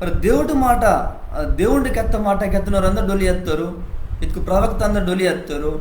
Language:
Koya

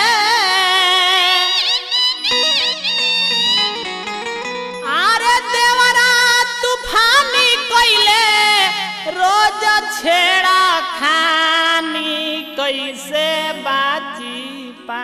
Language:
Bhojpuri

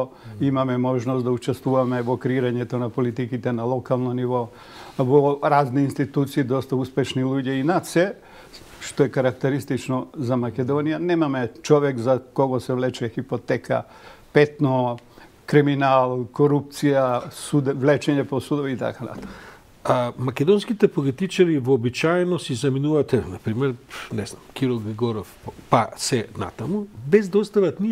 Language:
Macedonian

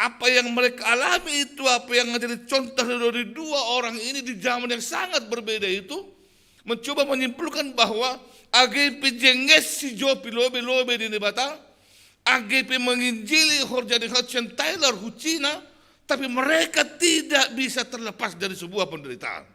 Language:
Batak Simalungun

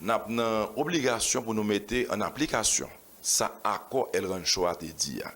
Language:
Haitian Creole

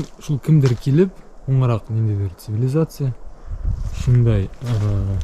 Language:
Bashkir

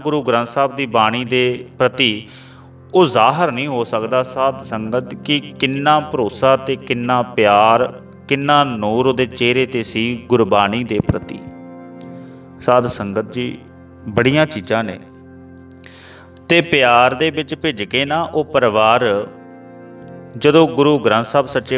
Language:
Punjabi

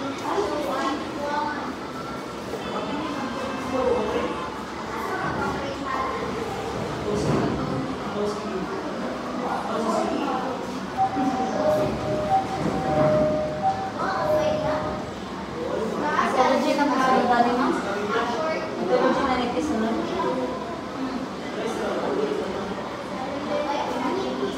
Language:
Filipino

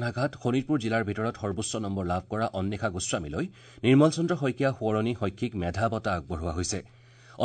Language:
Assamese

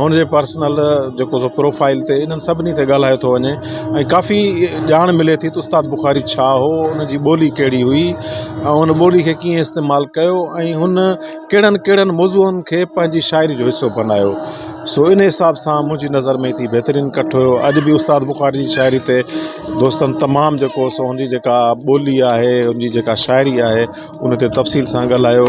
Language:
Sindhi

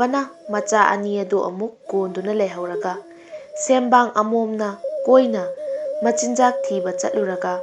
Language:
Manipuri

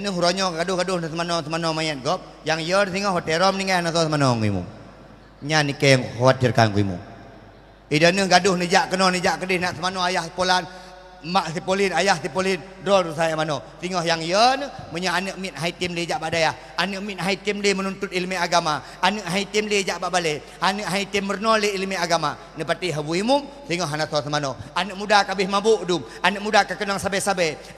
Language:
Achinese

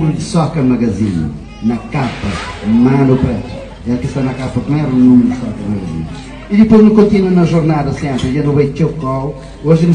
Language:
Kabuverdianu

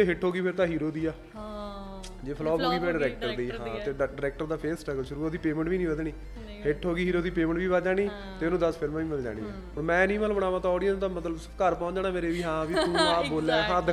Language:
Punjabi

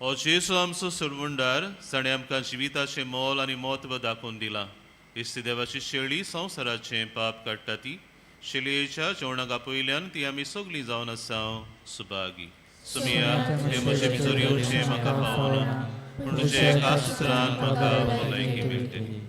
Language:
Konkani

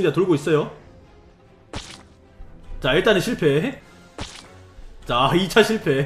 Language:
Korean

